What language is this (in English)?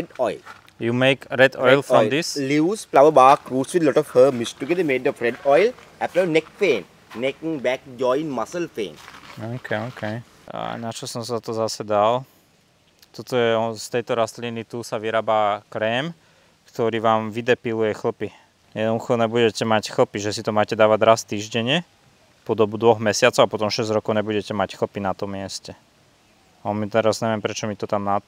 Slovak